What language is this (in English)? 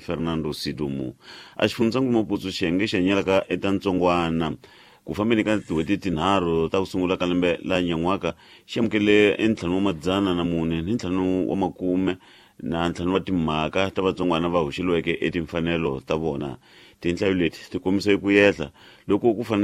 Tsonga